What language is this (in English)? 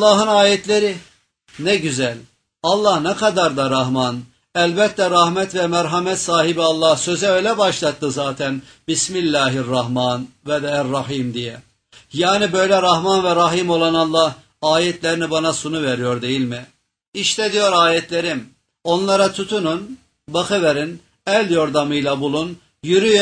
Turkish